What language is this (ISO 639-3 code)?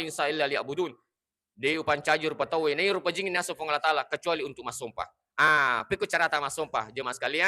bug